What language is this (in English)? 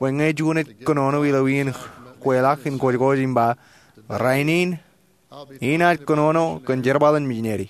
Marshallese